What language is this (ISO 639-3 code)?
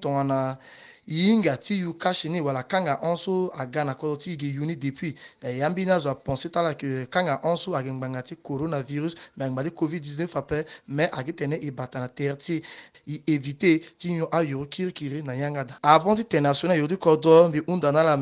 sag